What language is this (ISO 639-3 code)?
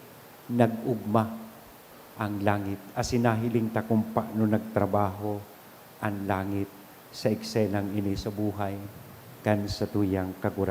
bik